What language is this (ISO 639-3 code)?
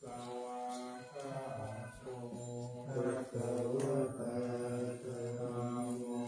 pli